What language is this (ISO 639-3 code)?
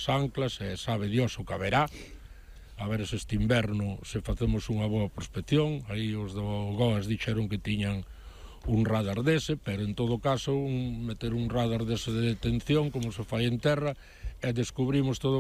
glg